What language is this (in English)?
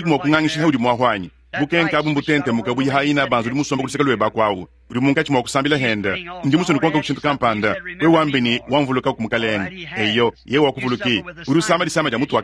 Luba-Lulua